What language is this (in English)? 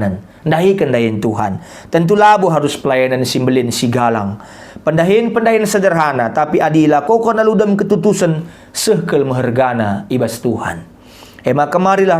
Batak Karo